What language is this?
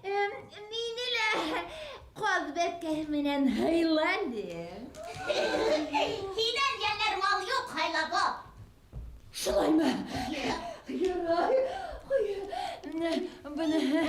Bashkir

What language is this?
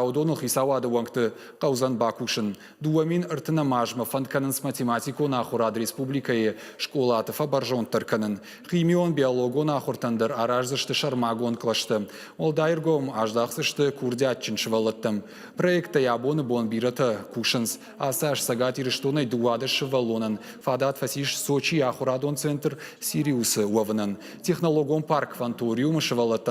Ossetic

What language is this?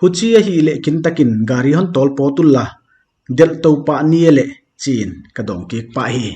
Paite Chin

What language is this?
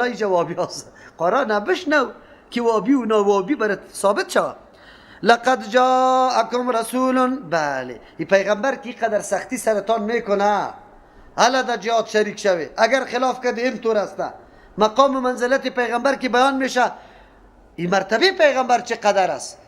Persian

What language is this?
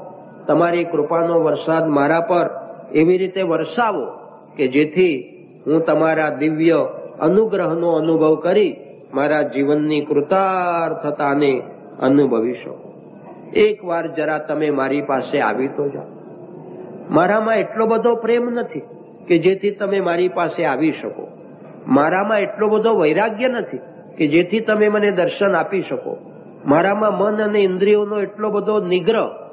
Gujarati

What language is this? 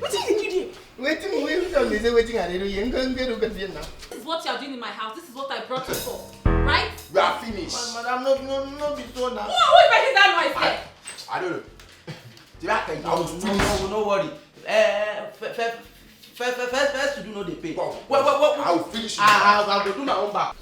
Nigerian Pidgin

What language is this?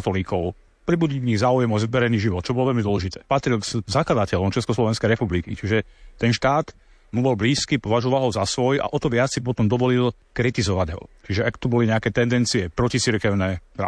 Slovak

